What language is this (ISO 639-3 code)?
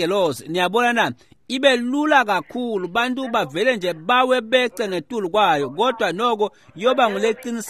ssw